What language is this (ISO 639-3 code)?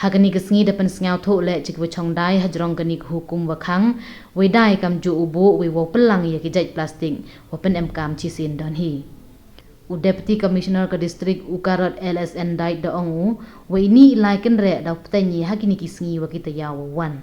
pbv